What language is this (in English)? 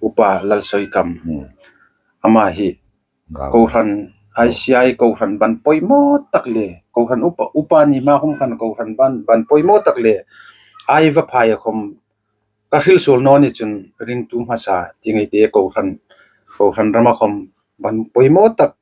Hmar